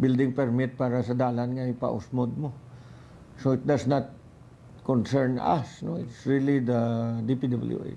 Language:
Hiligaynon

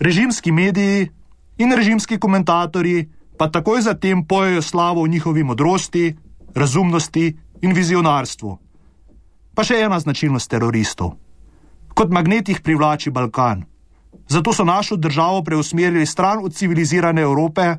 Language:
Slovenian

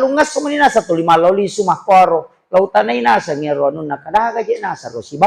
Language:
Buginese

